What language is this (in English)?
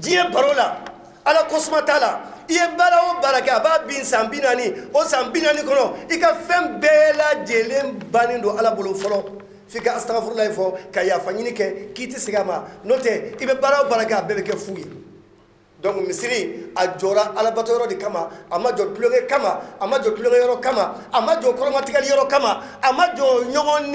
Bambara